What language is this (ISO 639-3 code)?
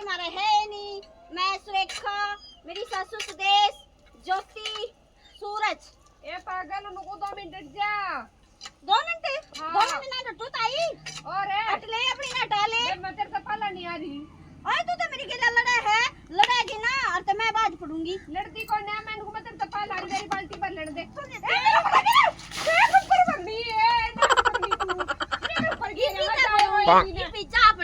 bgc